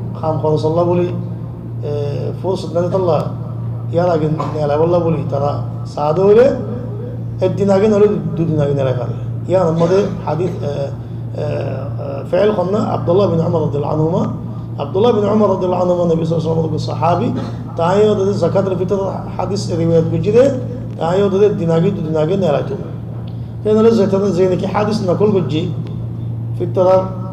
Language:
Rohingya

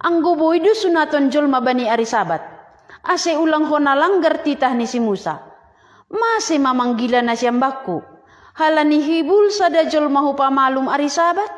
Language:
Batak Simalungun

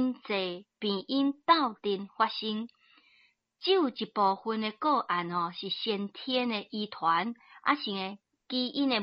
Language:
Min Nan Chinese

